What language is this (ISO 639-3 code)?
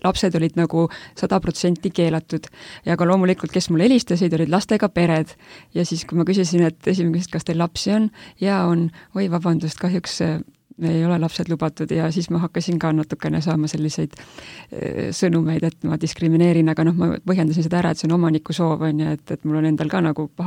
est